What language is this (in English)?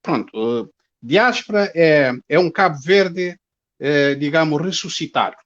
Kabuverdianu